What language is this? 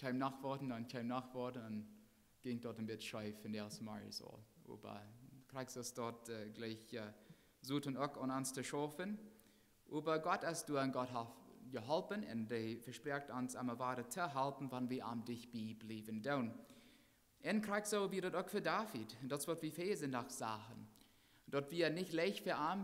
Plautdietsch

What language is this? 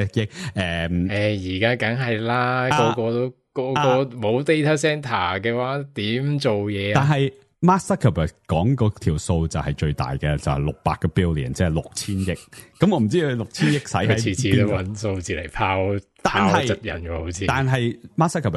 Cantonese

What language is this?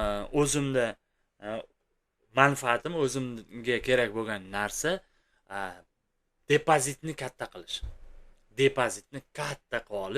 Uzbek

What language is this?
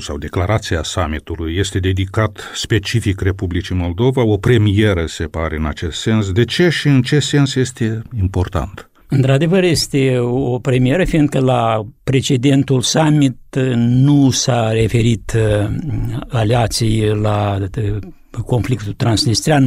Romanian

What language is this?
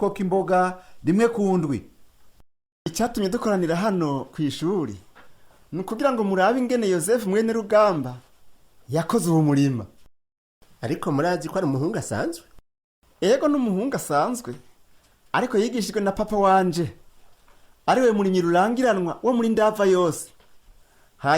Rundi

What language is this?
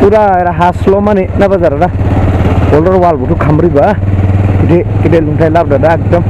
Dimasa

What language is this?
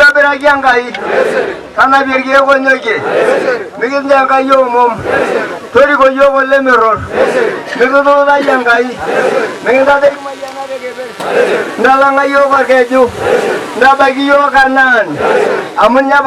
Masai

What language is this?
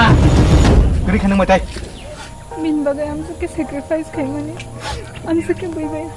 Kok Borok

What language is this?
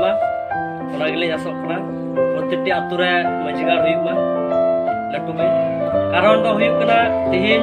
Santali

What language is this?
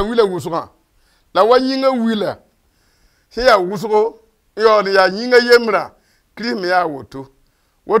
Mossi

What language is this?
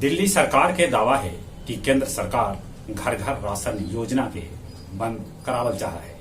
Magahi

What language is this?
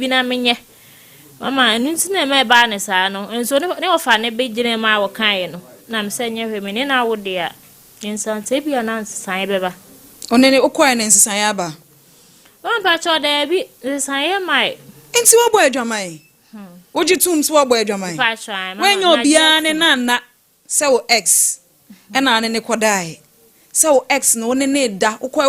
Akan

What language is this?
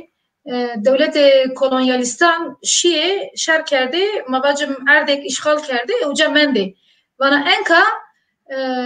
Zaza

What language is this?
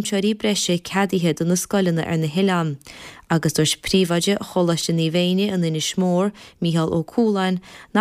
Irish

